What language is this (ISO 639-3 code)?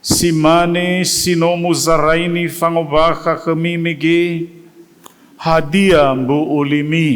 nia